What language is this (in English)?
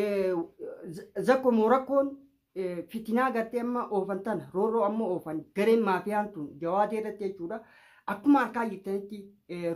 Oromo